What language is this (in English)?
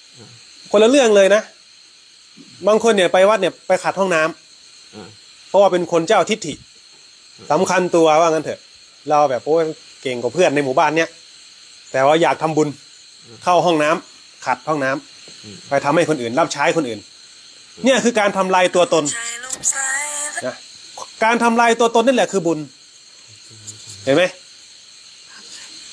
Thai